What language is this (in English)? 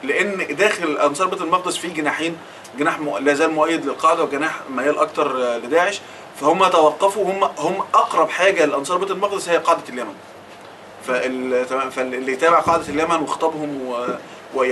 Egyptian Arabic